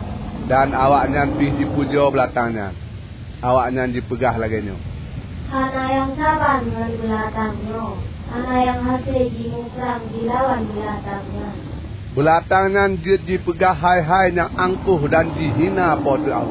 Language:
Achinese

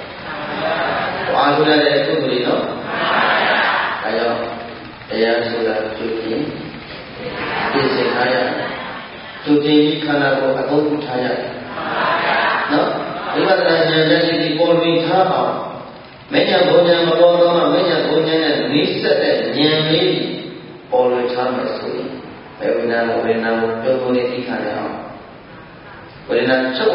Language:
Burmese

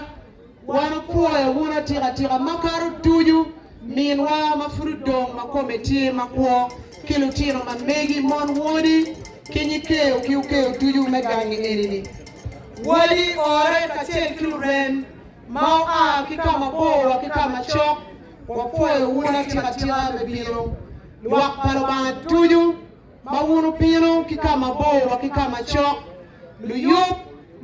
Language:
Acoli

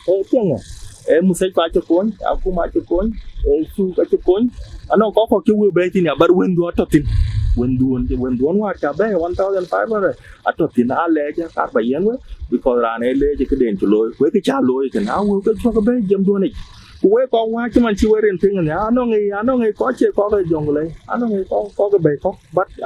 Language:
Dinka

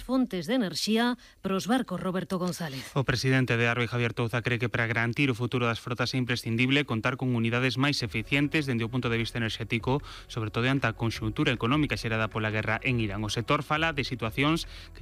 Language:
Galician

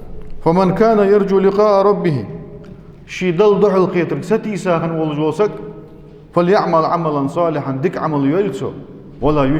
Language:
Ingush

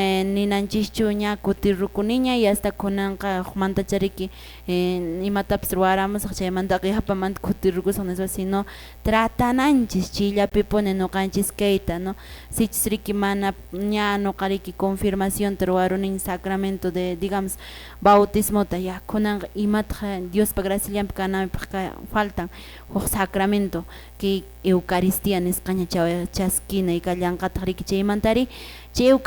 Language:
Quechua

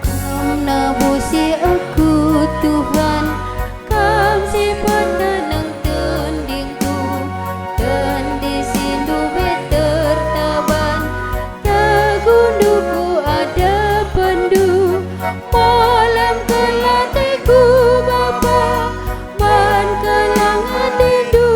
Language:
Batak Karo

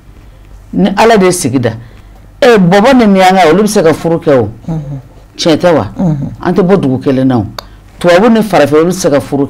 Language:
Bambara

